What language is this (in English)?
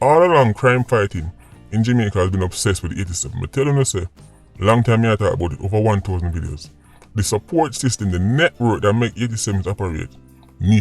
Jamaican Creole English